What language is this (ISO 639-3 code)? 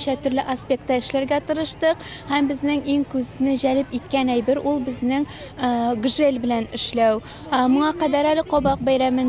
tat